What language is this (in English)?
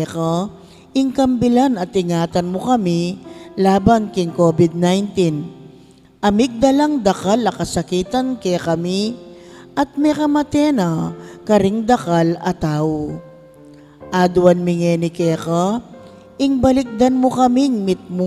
Pampanga